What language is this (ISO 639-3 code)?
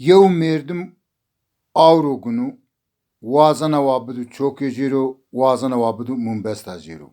zza